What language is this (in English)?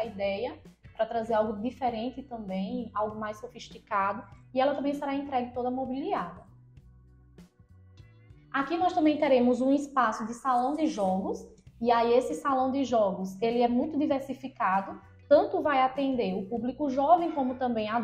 Portuguese